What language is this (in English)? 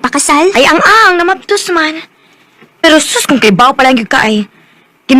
Cebuano